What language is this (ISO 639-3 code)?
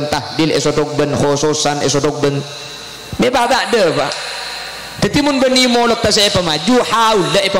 mad